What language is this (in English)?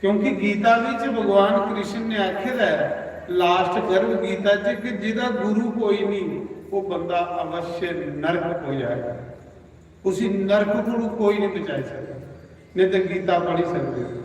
Dogri